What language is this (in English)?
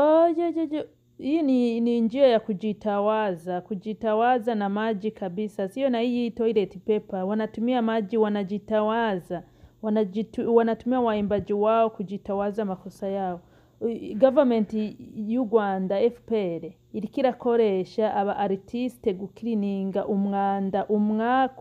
Rundi